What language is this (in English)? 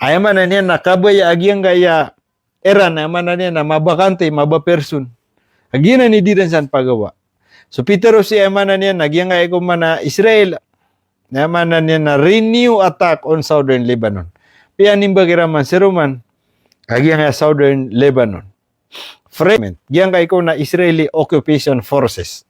Maranao